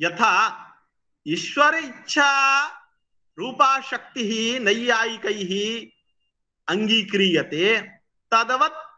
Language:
Sanskrit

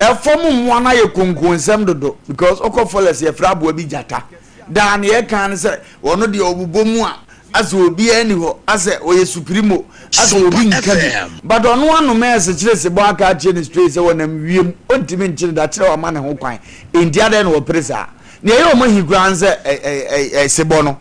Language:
Akan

